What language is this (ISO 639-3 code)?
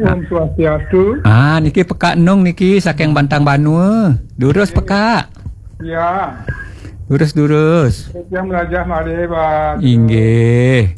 ban